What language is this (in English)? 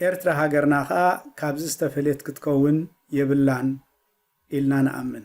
Tigrinya